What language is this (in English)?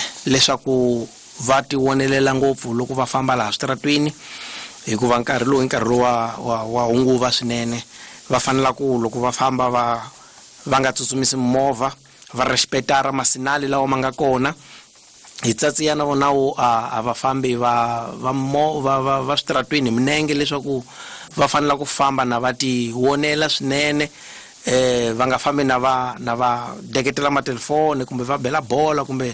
Tsonga